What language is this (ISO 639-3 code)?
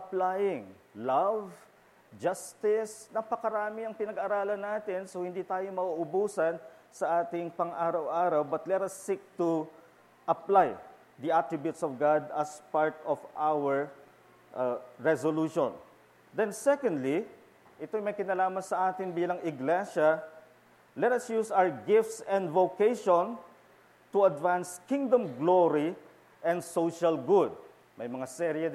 fil